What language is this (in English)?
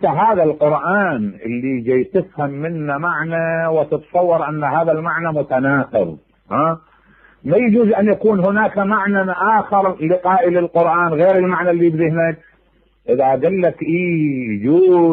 Mesopotamian Arabic